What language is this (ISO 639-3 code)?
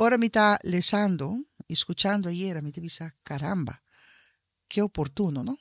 pap